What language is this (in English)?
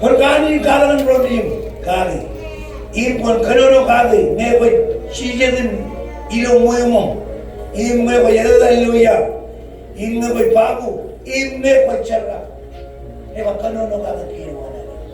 Marshallese